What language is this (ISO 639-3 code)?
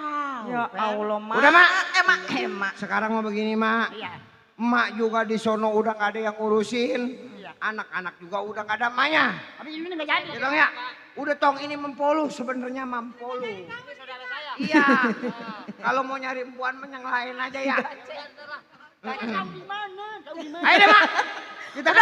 bew